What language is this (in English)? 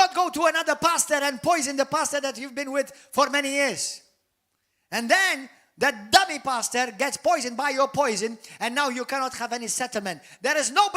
English